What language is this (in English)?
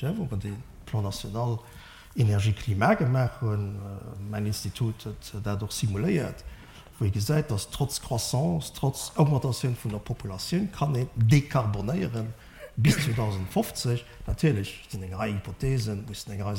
Luxembourgish